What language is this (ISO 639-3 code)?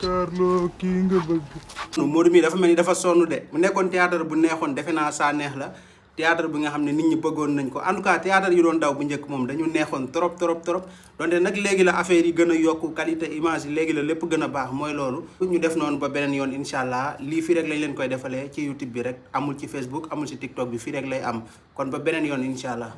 wol